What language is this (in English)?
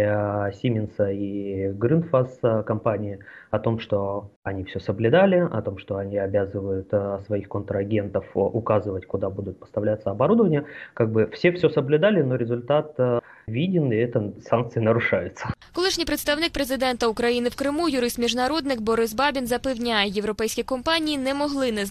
Ukrainian